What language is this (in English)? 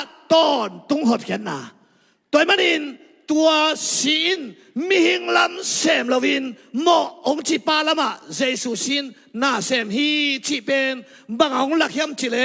Tedim Chin